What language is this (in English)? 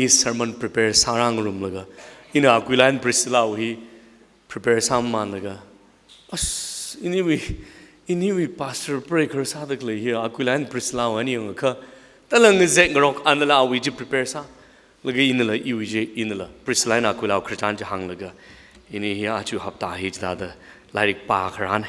Tangkhul Naga (India)